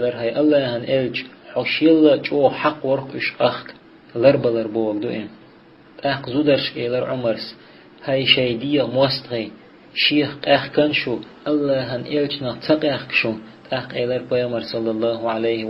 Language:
Chechen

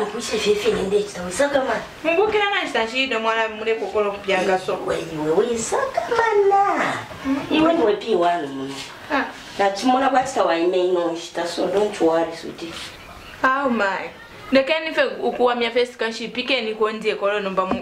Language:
Bemba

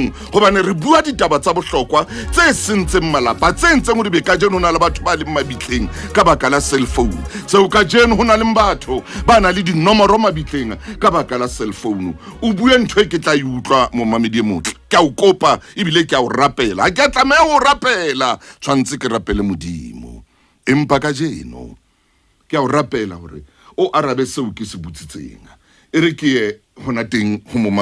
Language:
Southern Sotho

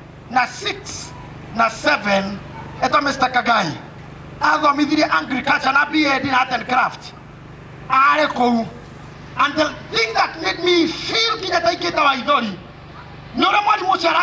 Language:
Kikuyu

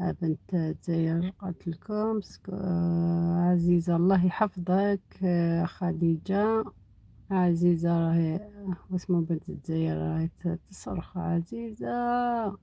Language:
Algerian Arabic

